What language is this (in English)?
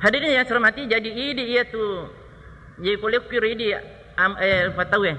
Buginese